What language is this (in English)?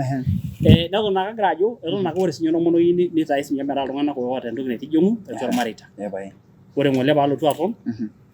Masai